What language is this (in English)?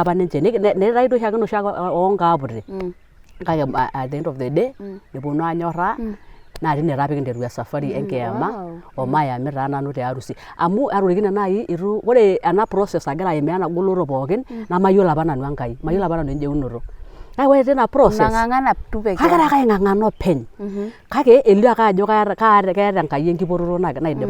Masai